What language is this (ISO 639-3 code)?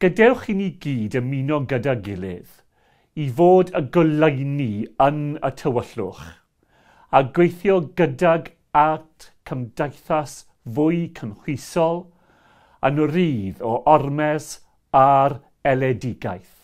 cym